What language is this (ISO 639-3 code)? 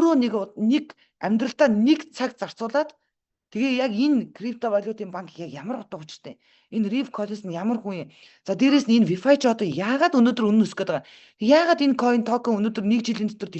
mon